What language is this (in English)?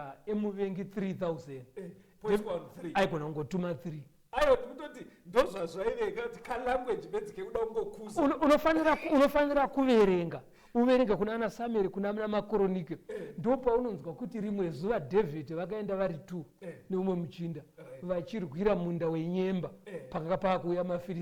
Shona